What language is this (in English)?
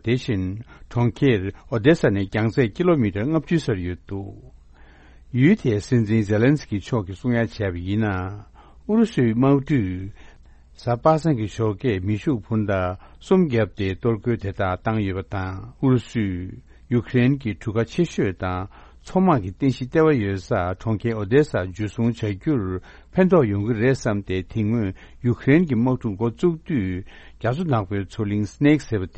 Tibetan